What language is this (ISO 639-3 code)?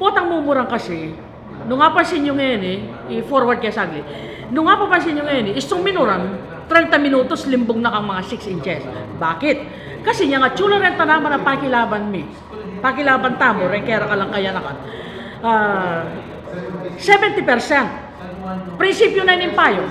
pam